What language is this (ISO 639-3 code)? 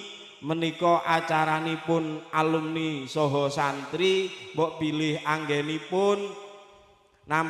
jav